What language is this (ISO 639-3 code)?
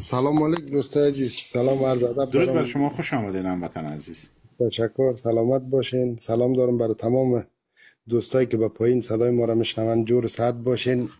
fas